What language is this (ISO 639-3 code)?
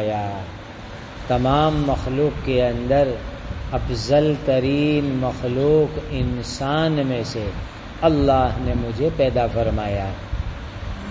urd